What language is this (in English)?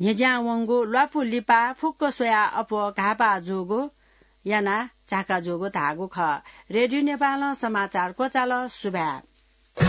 Newari